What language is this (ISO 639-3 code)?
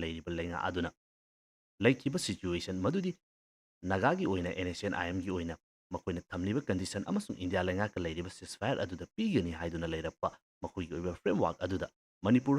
mni